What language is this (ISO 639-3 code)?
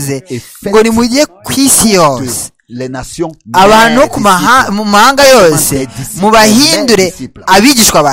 kin